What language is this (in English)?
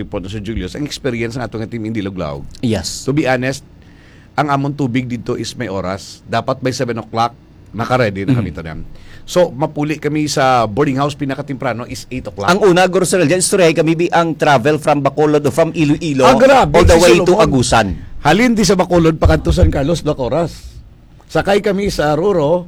Hiligaynon